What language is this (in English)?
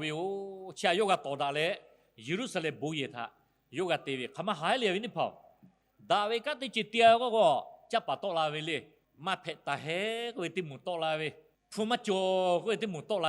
Lahu